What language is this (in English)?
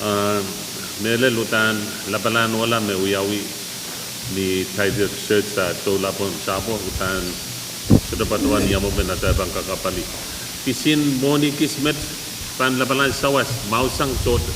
Pohnpeian